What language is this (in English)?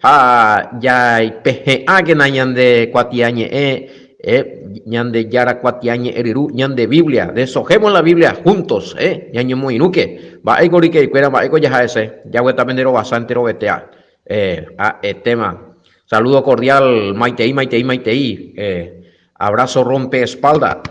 Guarani